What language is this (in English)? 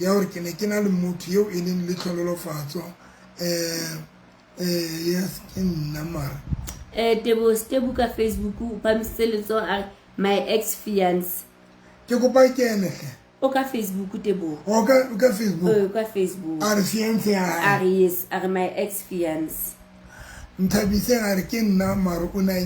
Southern Sotho